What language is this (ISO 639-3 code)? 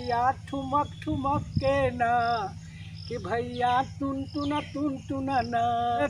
mag